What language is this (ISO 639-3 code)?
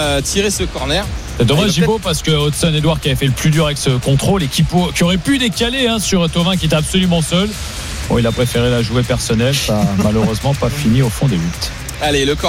fra